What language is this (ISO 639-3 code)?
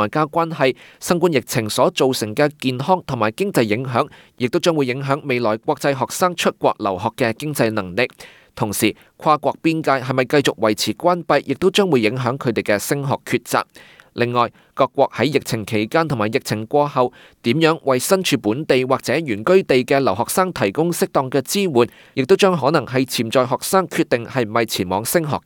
yue